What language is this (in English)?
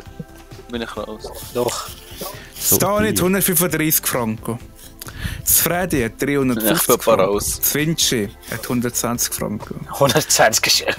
Swiss German